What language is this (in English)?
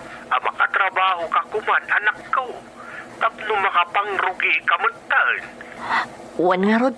Iloko